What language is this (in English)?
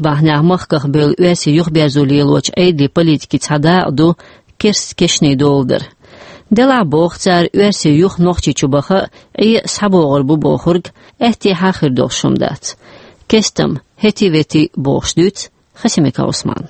Chechen